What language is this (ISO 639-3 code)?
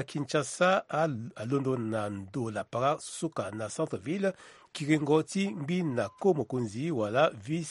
sag